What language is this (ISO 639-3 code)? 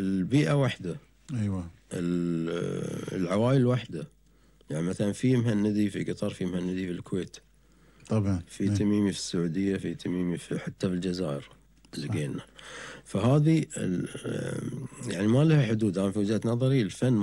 afb